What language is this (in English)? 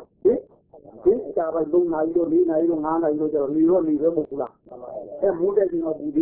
Burmese